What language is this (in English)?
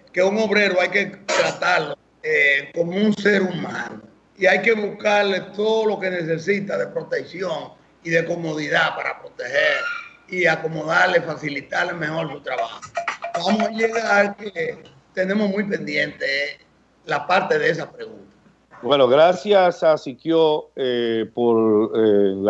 Spanish